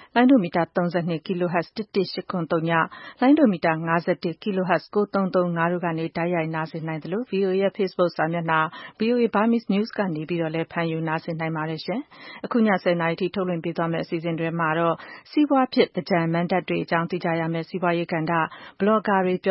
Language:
Burmese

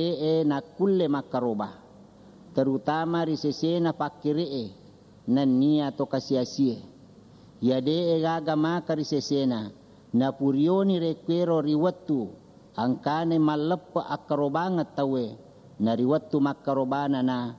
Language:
Buginese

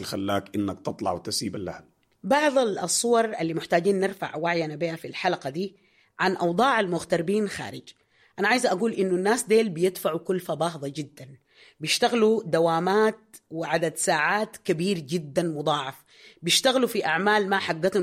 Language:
Sudanese Arabic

